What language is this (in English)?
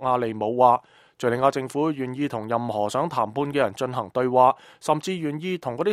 Cantonese